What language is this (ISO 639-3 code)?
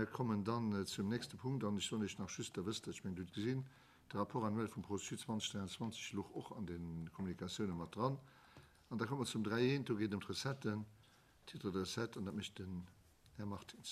ltz